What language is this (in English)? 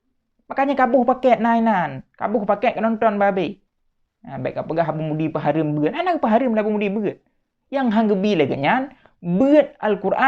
Achinese